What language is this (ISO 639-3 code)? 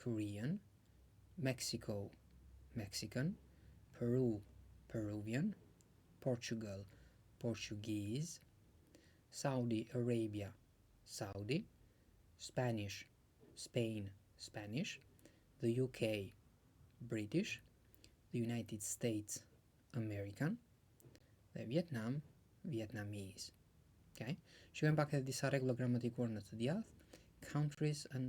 sqi